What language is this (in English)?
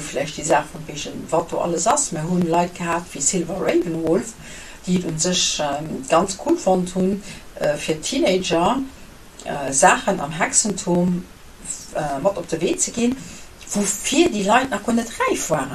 Luxembourgish